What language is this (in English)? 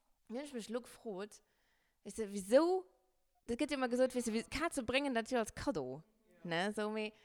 Luxembourgish